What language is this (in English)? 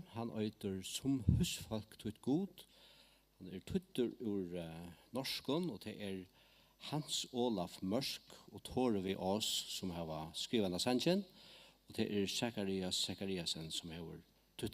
Faroese